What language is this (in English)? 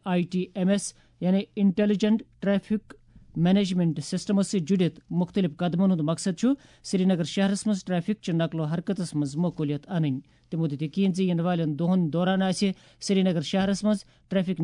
Kashmiri